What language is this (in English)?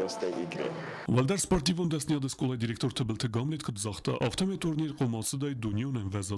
Ossetic